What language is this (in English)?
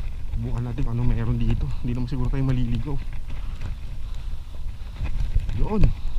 Filipino